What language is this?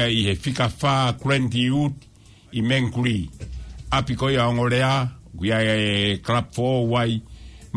Tongan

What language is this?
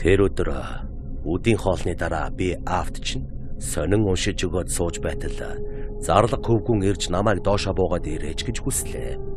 Mongolian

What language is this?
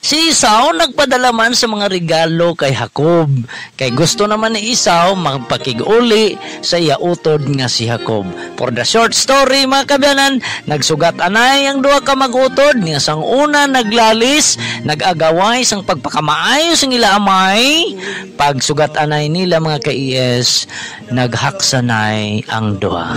Hiligaynon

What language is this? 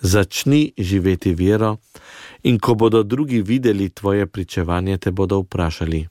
Slovenian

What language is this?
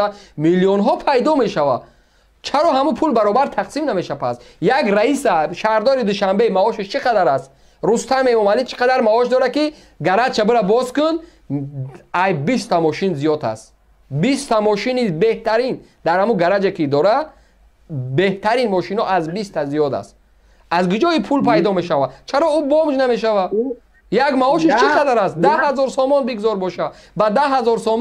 Tajik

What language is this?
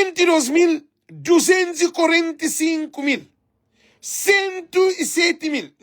Kabuverdianu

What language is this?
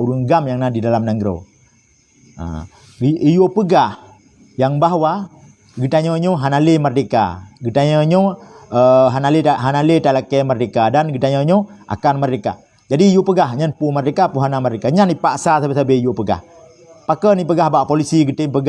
Achinese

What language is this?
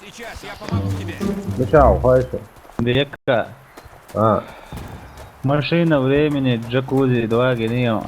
Chechen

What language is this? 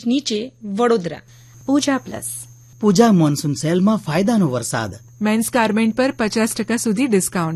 Gujarati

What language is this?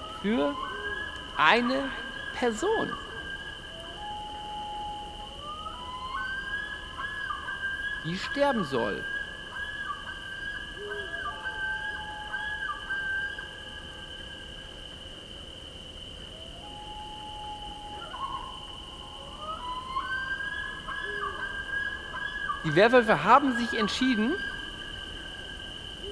German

